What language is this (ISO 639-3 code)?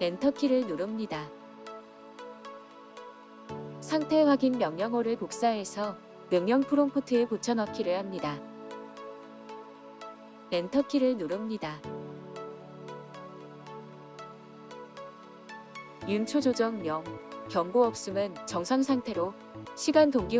kor